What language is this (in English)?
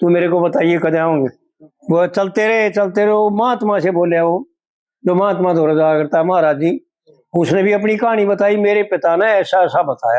Haryanvi